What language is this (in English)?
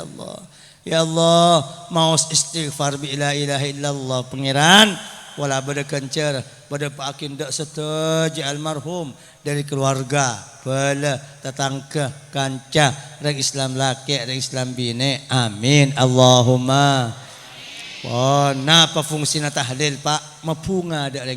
Madurese